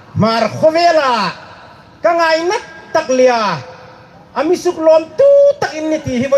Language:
Hmar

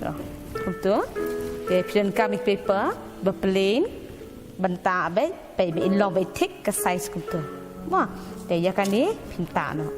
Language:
Khasi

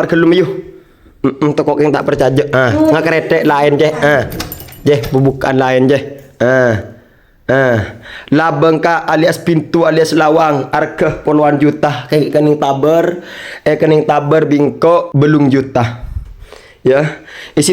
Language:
Madurese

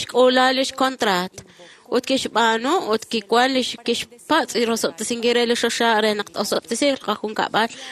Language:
Kekchí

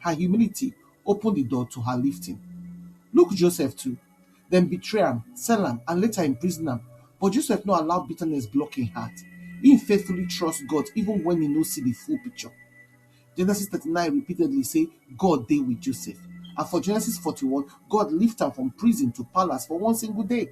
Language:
Nigerian Pidgin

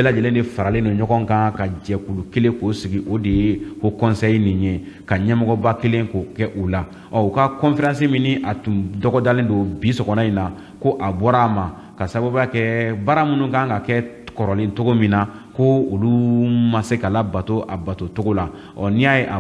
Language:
Bambara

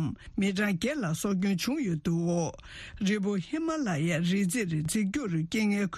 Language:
Tibetan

